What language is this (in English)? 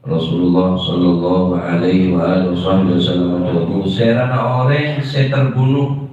Madurese